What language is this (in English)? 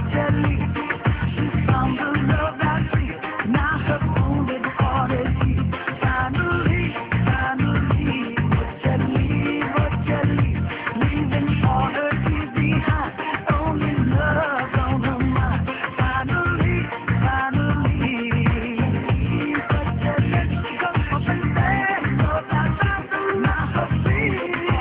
Bangla